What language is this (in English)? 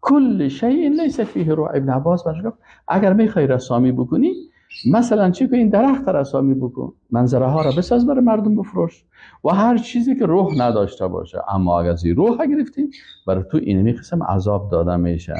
Persian